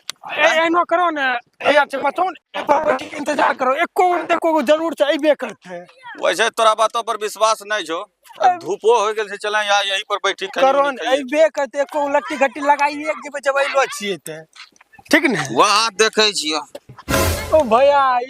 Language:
Maithili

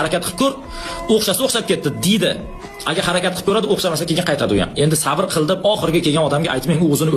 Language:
Uzbek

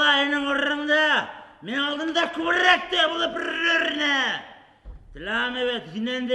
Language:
Bashkir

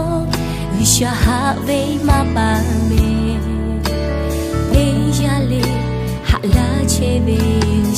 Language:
Lahu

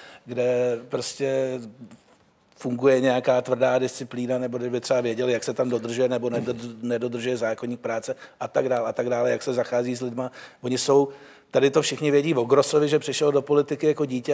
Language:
Czech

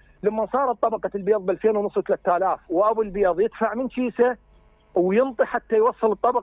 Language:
Mesopotamian Arabic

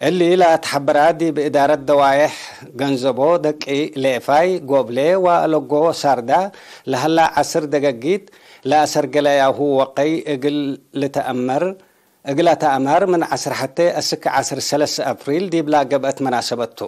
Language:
Tigre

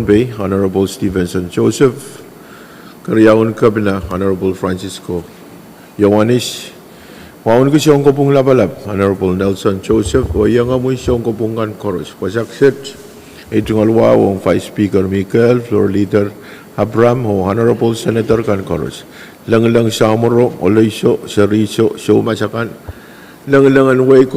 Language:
Pohnpeian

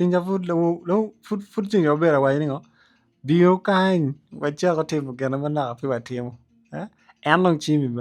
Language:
Acoli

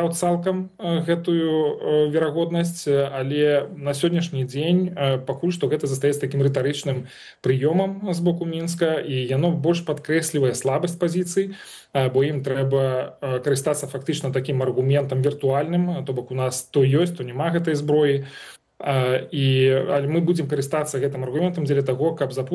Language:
Belarusian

